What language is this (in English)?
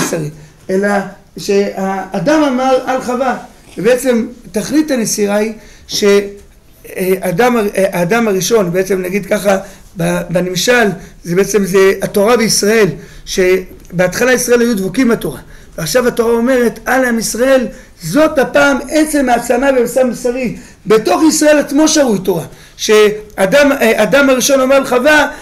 Hebrew